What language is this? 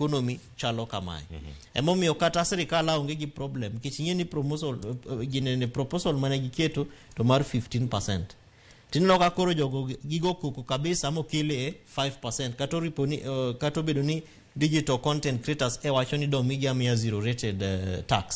Luo (Kenya and Tanzania)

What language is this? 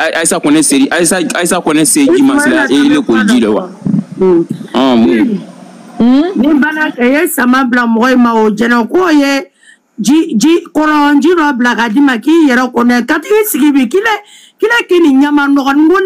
Bambara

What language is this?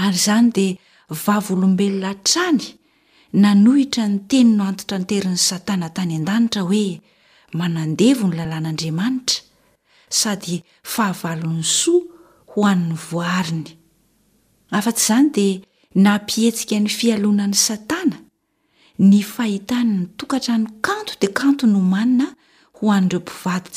Malagasy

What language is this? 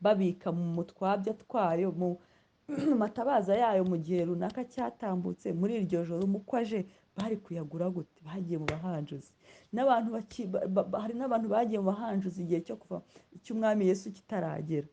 Kinyarwanda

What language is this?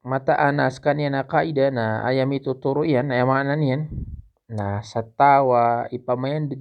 Maranao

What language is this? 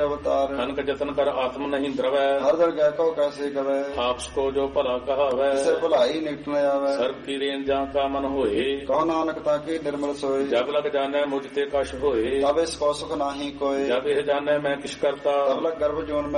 Punjabi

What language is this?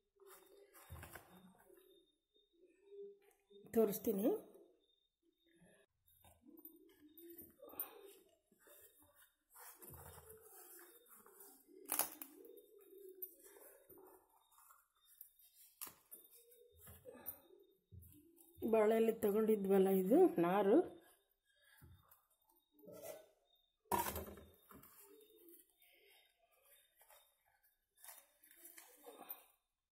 Kannada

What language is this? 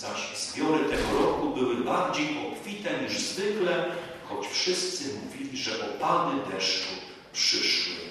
Polish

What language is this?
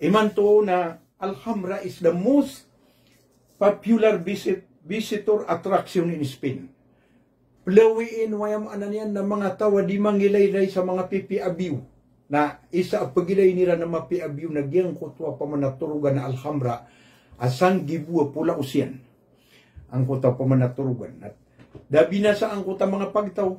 Maranao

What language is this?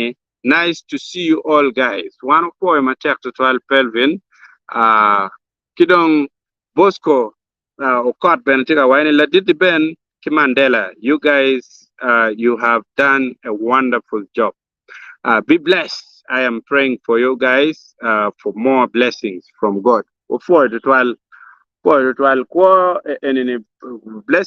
Acoli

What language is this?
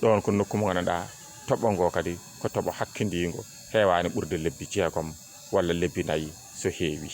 Fula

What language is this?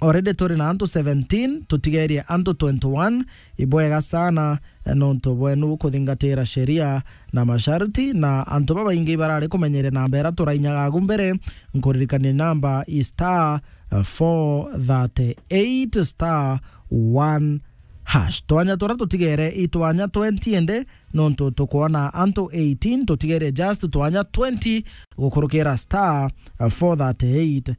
Meru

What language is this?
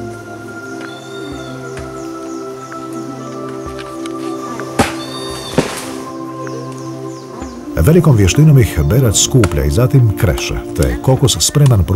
Croatian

